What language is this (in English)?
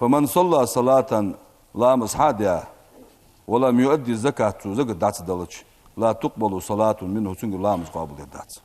Ingush